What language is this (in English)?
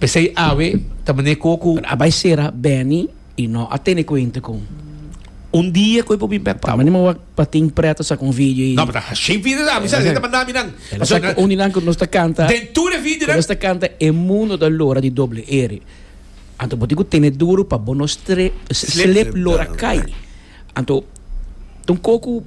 Papiamento